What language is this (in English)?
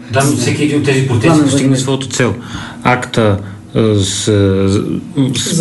Bulgarian